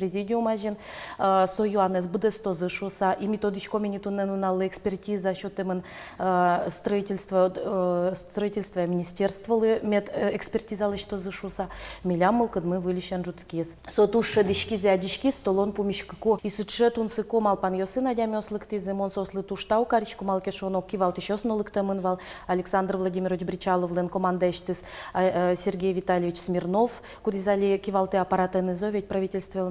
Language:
Udmurt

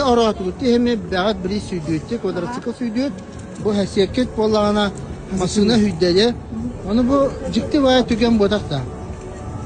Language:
Yakut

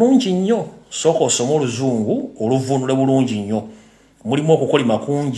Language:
Ganda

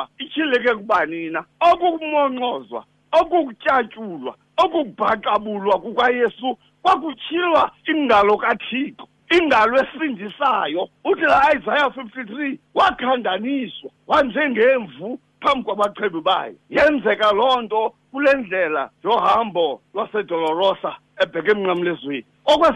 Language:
Xhosa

